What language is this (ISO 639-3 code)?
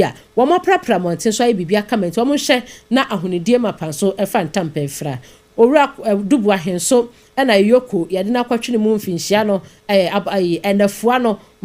aka